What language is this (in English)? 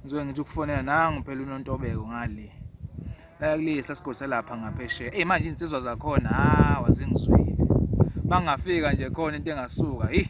Zulu